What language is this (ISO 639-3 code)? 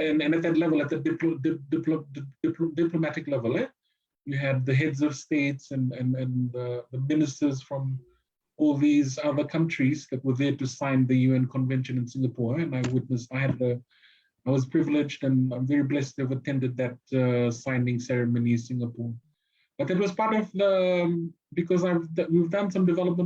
fij